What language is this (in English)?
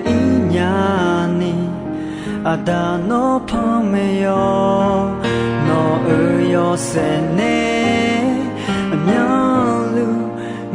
Akha